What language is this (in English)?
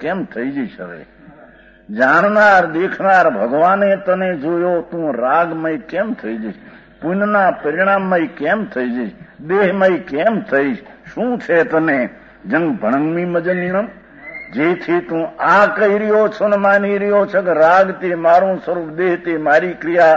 Gujarati